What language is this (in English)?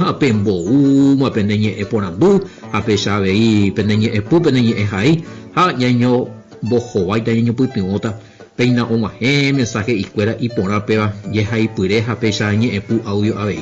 Guarani